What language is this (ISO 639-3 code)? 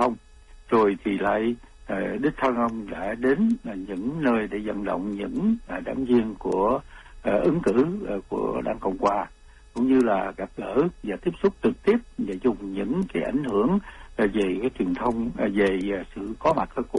vie